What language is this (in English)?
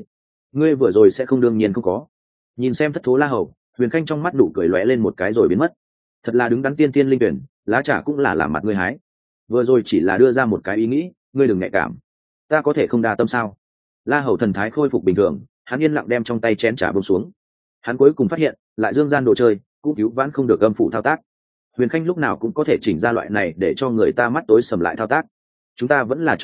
Vietnamese